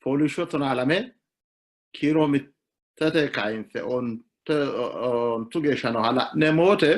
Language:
Sidamo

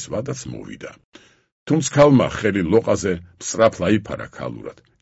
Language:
Georgian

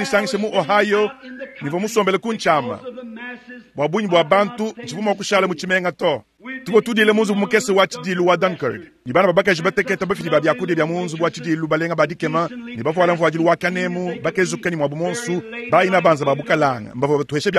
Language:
Luba-Lulua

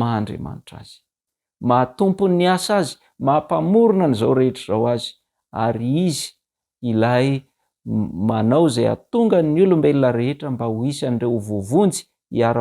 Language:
Malagasy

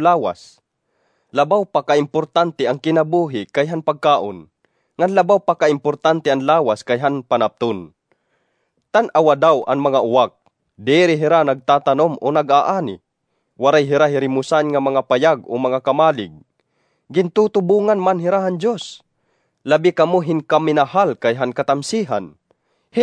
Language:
Waray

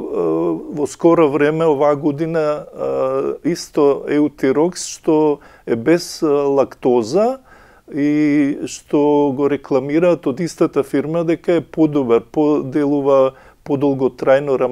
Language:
Macedonian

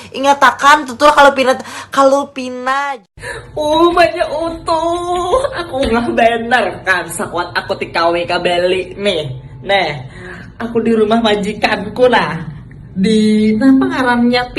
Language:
Banjar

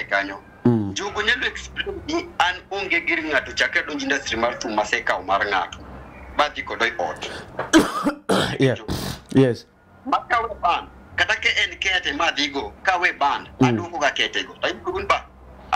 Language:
Luo (Kenya and Tanzania)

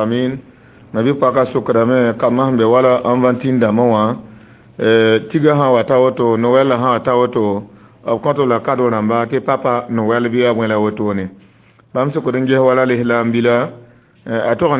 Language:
Mossi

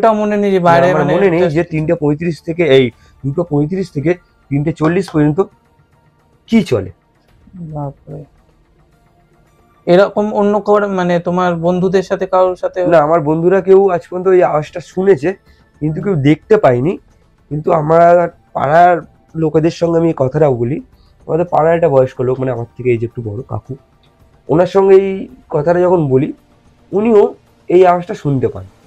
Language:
Bangla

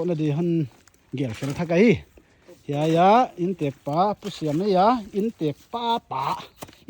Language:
Paite Chin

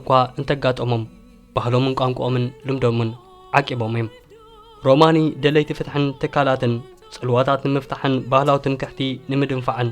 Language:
Tigrinya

